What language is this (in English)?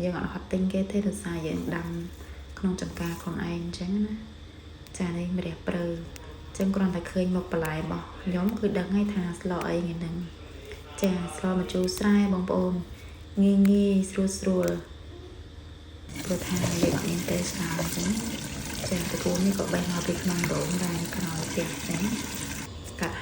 Khmer